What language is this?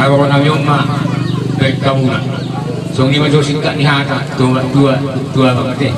Batak Toba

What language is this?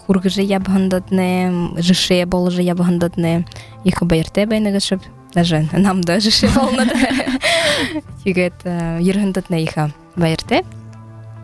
Buriat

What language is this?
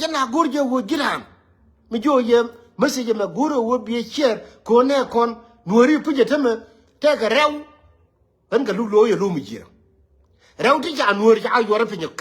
Nuer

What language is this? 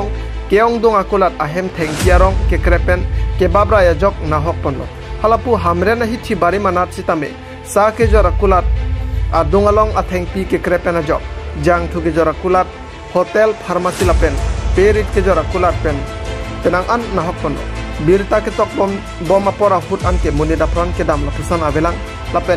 Karbi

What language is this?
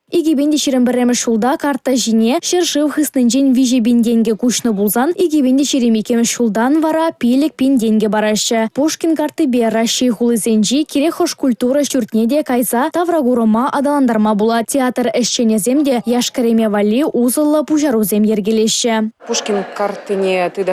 Chuvash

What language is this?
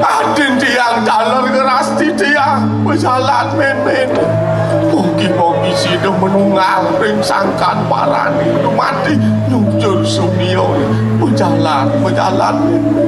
Balinese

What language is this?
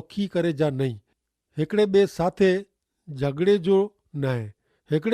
Kachhi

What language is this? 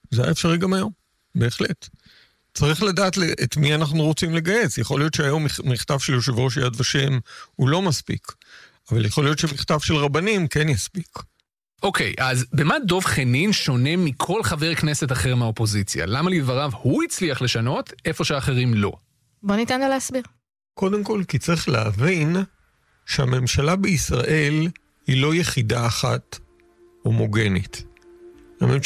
Hebrew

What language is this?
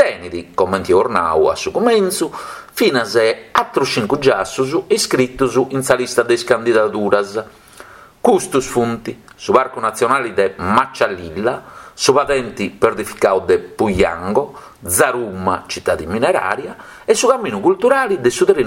Sardinian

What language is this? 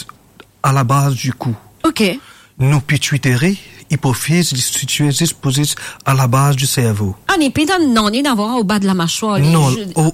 Morisyen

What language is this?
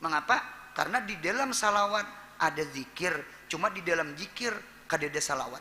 Banjar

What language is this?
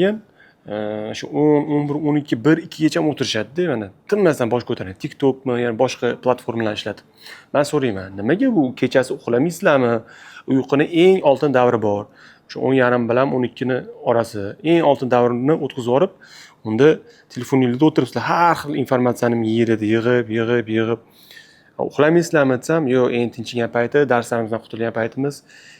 Uzbek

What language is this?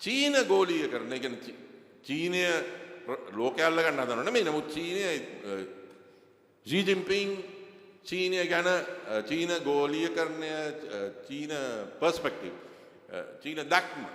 Sinhala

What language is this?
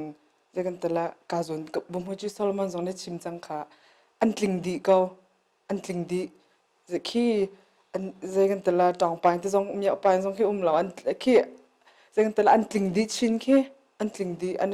Hakha Chin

